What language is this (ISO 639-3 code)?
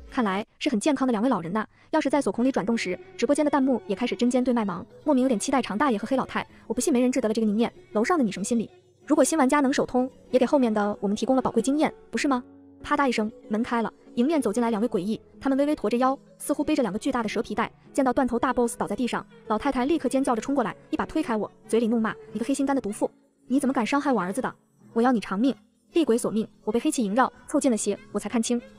zho